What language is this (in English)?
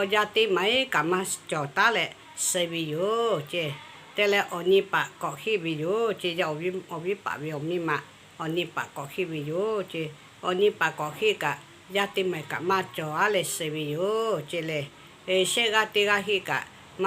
Lahu